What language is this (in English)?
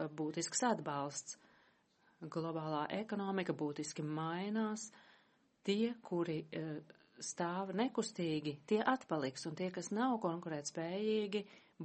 Latvian